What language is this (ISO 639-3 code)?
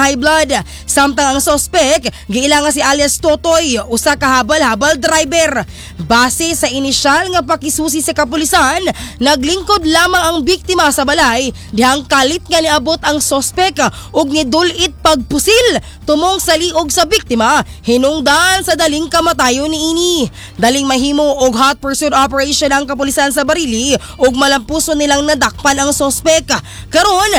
ceb